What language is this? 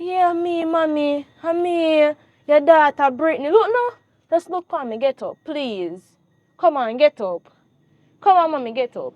Jamaican Creole English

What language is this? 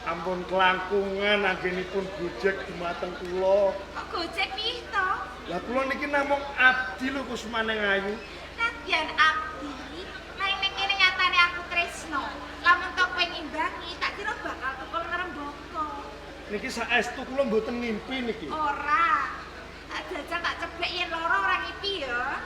Javanese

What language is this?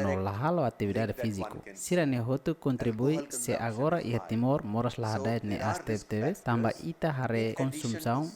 Tetum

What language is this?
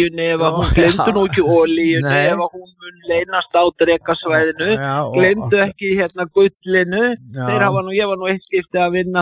Icelandic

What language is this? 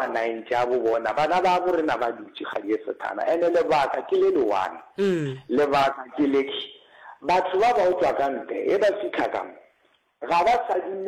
Northern Sotho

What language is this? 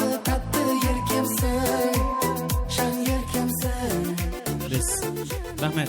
Kara-Kalpak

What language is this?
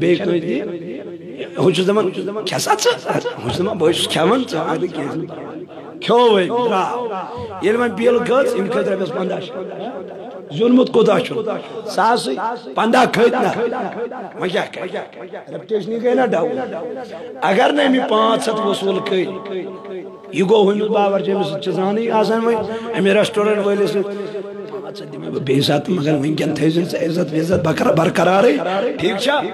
Kashmiri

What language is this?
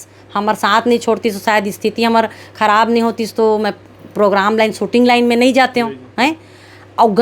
Chhattisgarhi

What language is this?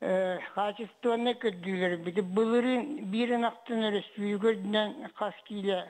Yakut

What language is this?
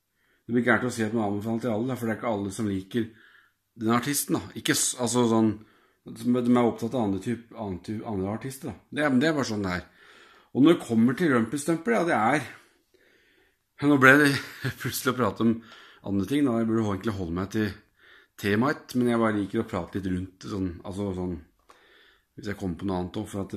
Norwegian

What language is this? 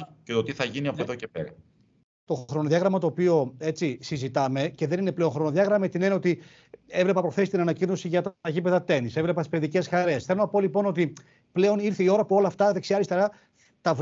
Greek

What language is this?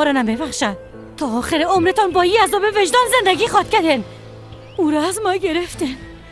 Persian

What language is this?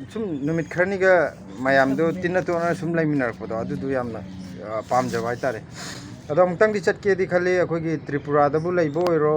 Manipuri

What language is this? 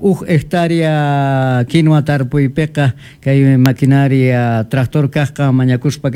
Quechua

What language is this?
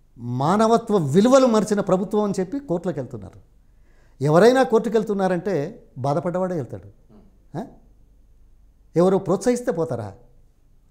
Telugu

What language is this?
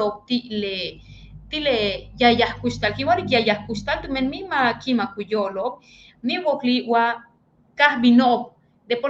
Yucateco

